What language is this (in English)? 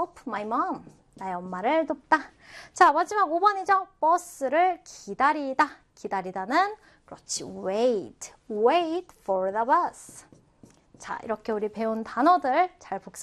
Korean